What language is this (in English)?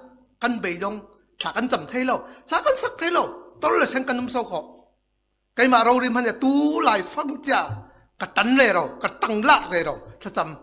Falam Chin